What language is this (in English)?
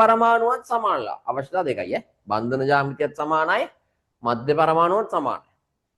Sinhala